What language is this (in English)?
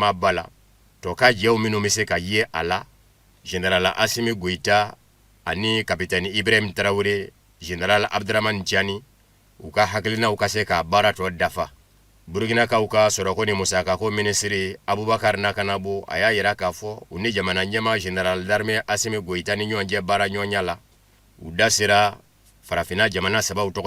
Bambara